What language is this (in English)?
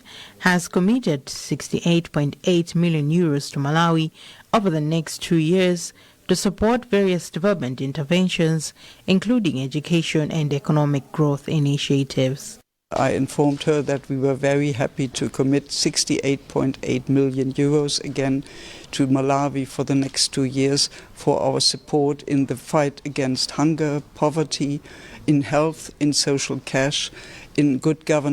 English